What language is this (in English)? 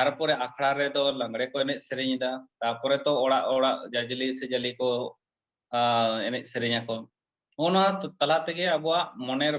Santali